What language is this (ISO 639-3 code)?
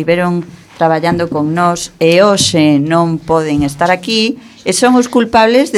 glg